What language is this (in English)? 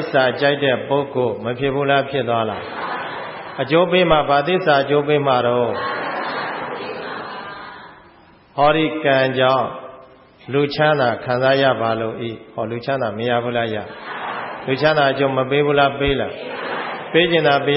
Burmese